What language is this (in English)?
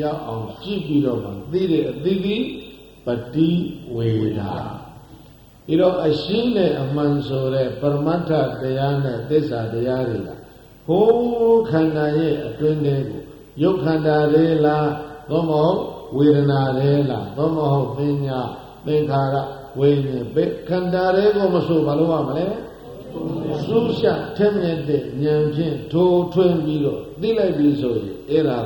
Burmese